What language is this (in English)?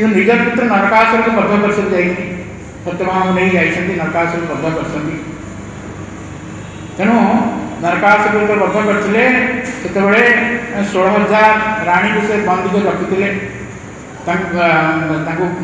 Odia